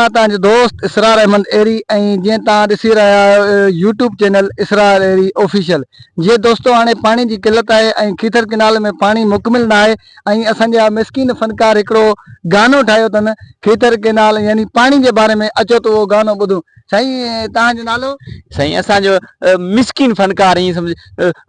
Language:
Sindhi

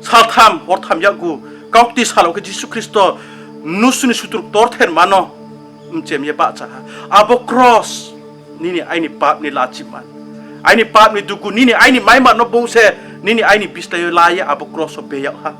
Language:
Riang (India)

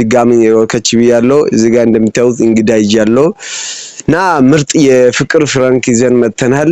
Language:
Amharic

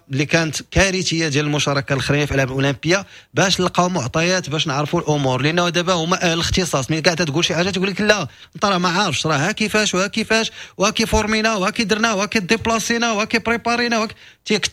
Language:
Moroccan Arabic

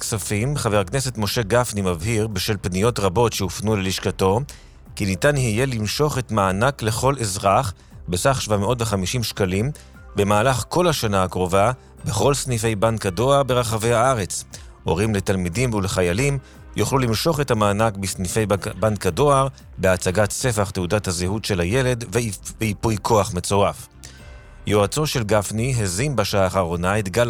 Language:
Hebrew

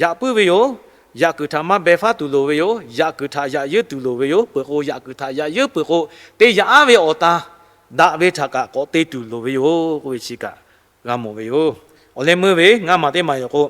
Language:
Lahu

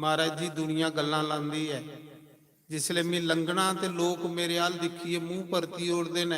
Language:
Dogri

